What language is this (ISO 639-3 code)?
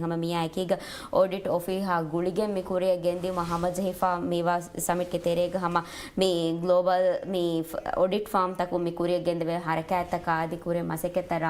div